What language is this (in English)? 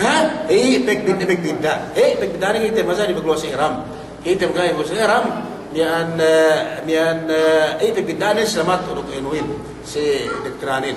Yakan